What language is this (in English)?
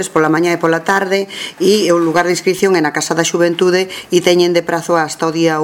Galician